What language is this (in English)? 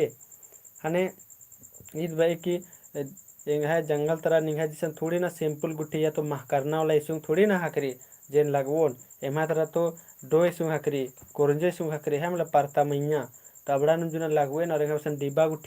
Kurukh